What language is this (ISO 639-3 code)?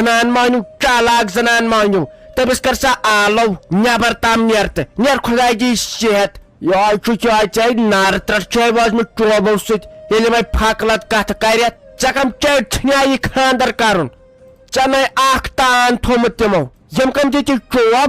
kas